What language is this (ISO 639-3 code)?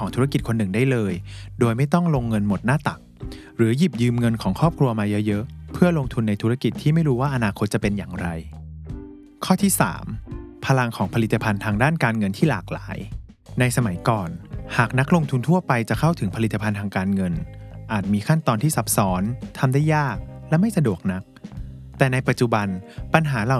tha